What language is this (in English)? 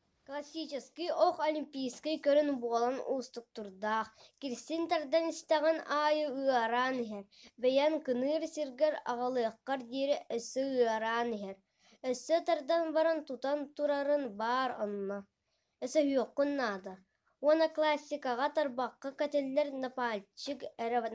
Yakut